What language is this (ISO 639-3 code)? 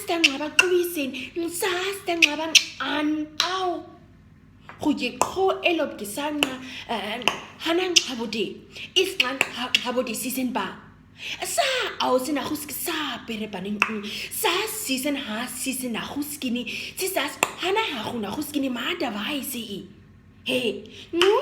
naq